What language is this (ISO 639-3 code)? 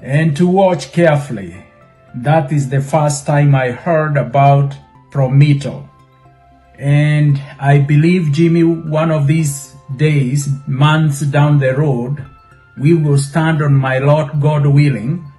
kik